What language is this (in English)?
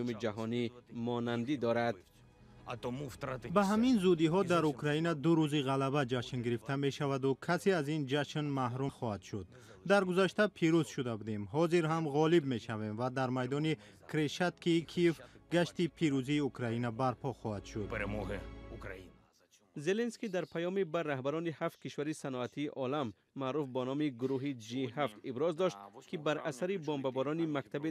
Tajik